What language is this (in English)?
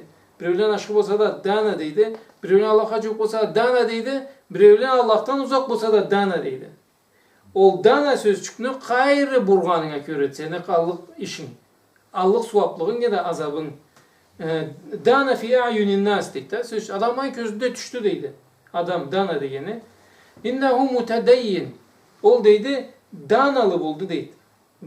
Karachay-Balkar